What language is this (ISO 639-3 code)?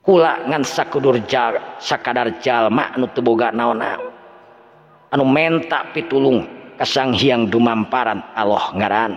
sun